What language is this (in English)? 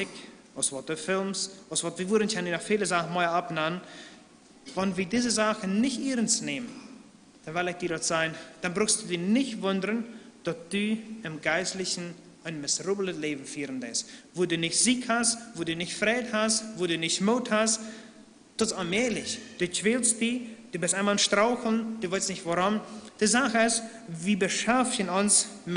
Plautdietsch